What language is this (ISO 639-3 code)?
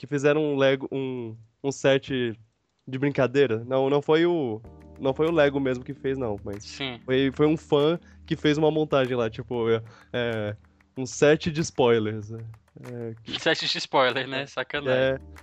por